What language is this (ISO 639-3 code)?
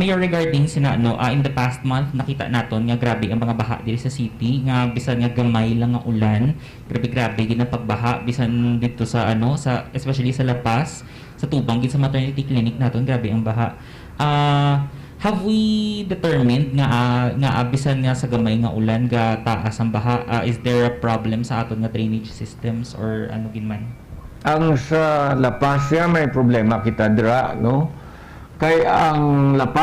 hil